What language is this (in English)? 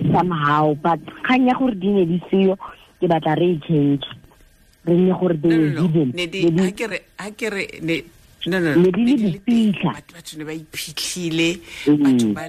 Tswana